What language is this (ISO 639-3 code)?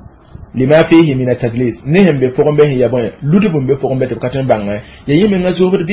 mos